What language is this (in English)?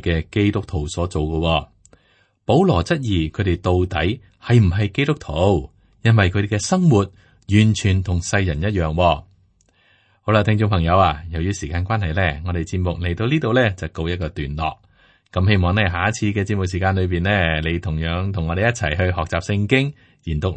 Cantonese